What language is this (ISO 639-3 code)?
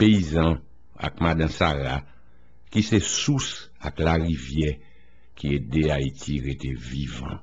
hat